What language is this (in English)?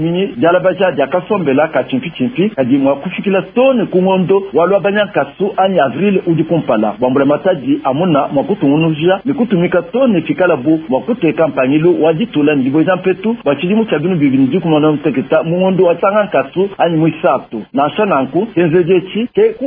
Luba-Lulua